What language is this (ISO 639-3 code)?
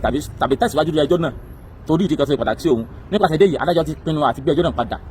yor